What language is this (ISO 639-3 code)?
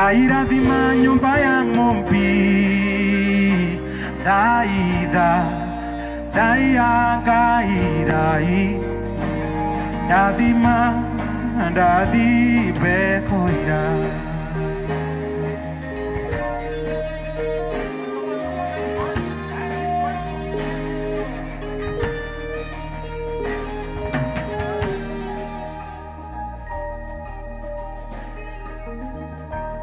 kik